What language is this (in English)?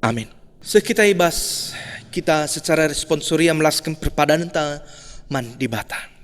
Batak Karo